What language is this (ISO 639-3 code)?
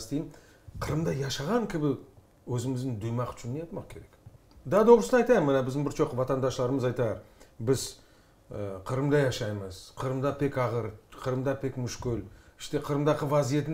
crh